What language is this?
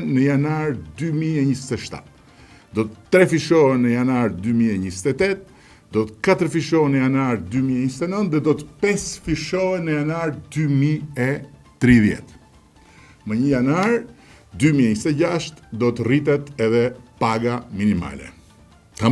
Albanian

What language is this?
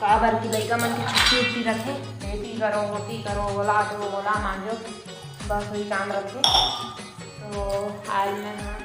Chhattisgarhi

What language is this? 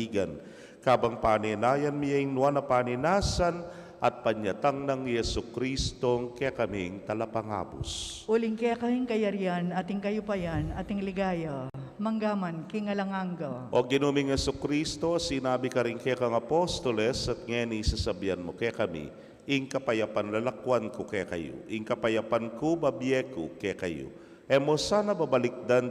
Pampanga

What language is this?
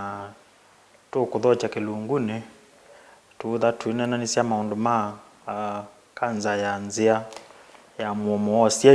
Kamba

